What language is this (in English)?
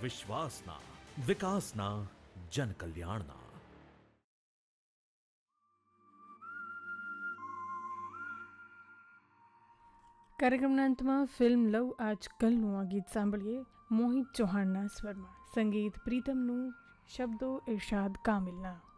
Gujarati